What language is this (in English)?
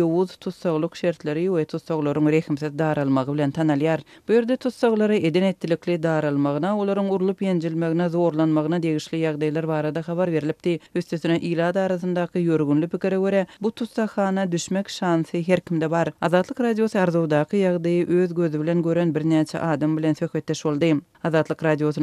Turkmen